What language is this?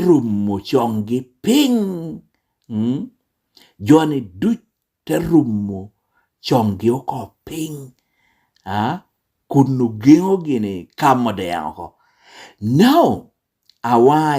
Lango (Uganda)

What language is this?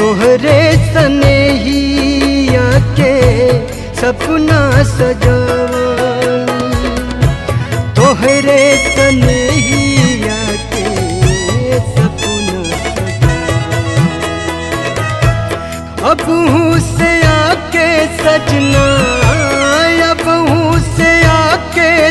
Bhojpuri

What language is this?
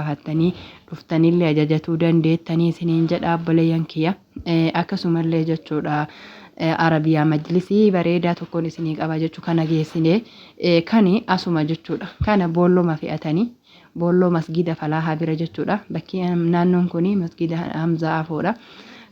Oromo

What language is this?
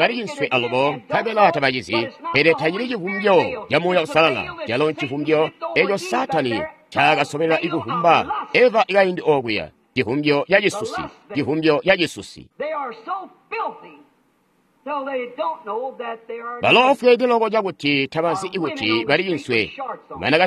Tonga (Zambia)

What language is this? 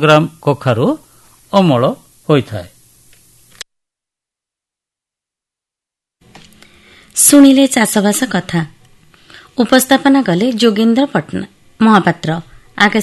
Odia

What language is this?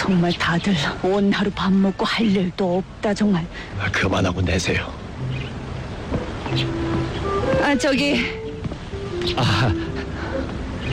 Korean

